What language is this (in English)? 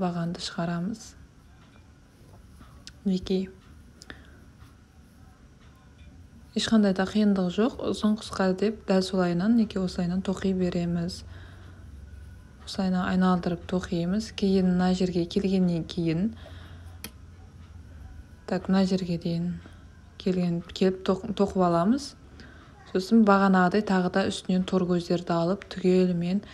Kazakh